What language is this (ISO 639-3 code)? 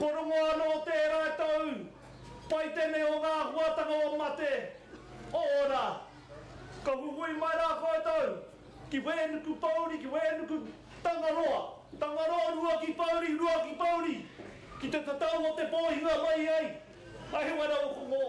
mri